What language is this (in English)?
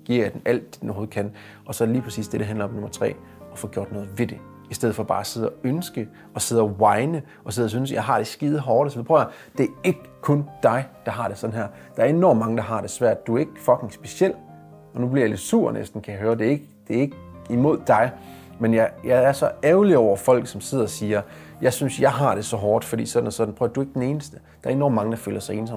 Danish